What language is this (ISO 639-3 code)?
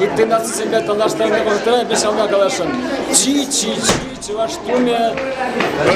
chv